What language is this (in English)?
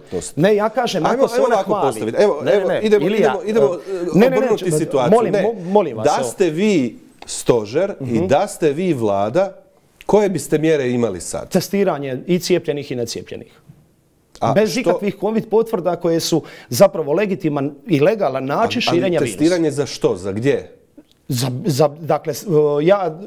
Croatian